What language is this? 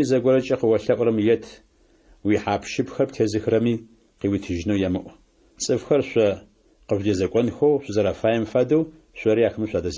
Adyghe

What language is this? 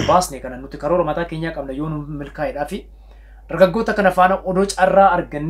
Oromo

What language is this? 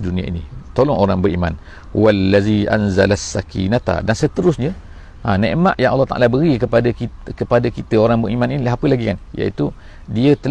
Malay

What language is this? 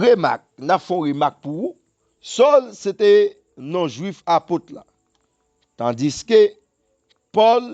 Haitian Creole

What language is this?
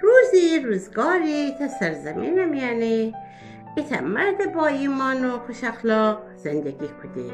Gilaki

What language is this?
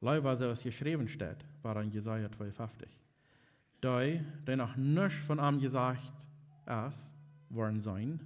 Plautdietsch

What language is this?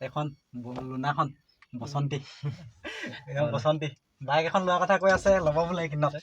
Assamese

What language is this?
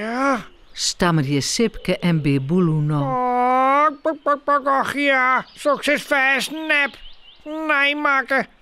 Western Frisian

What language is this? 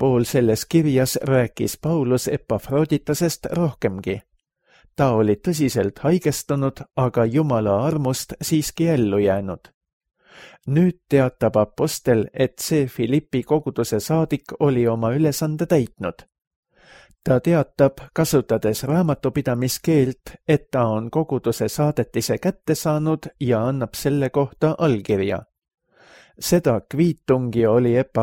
Estonian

